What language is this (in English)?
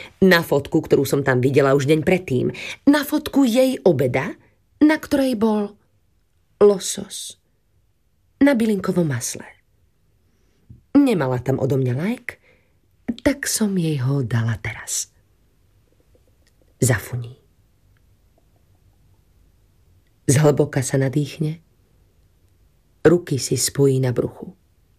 Slovak